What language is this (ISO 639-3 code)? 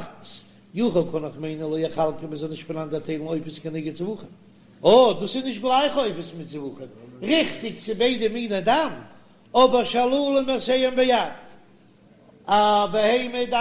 yid